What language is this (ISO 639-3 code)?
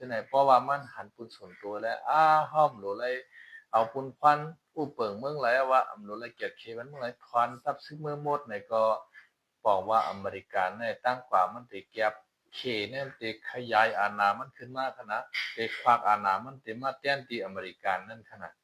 shn